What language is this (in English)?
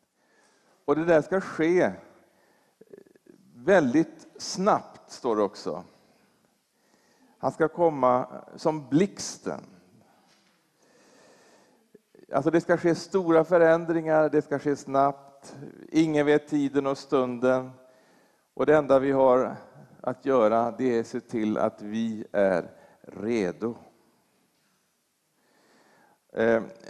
Swedish